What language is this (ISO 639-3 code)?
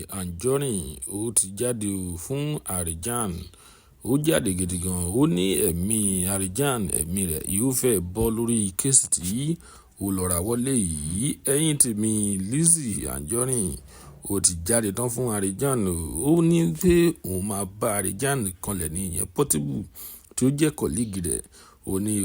yor